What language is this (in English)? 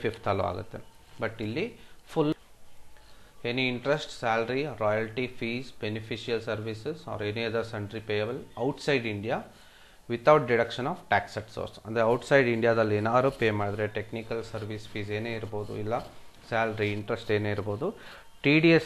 Kannada